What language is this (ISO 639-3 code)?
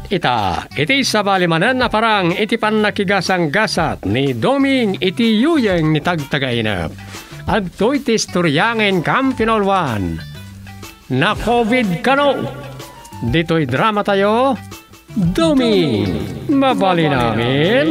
ilo